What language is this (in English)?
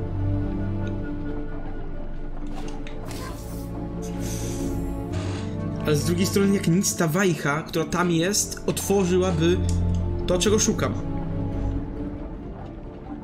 Polish